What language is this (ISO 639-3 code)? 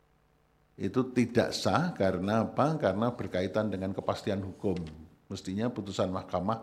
ind